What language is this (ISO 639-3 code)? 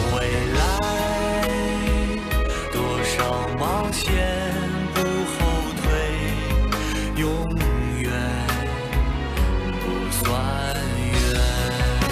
tha